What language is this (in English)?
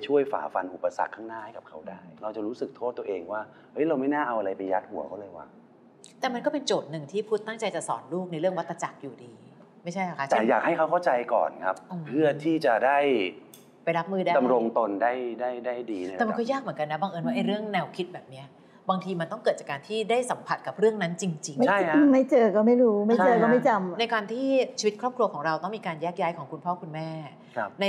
Thai